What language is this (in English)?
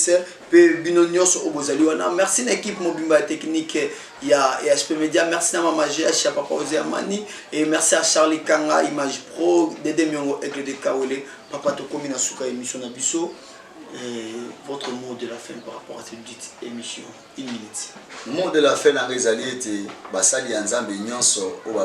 Lingala